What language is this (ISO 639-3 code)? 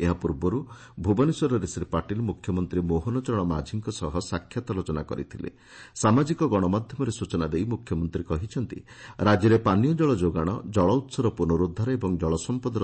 ori